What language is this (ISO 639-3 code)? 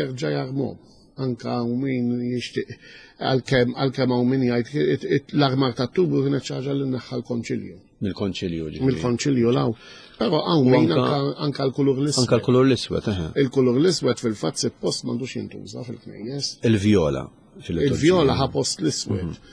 mlt